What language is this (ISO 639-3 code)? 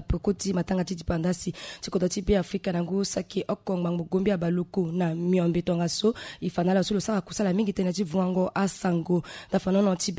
sag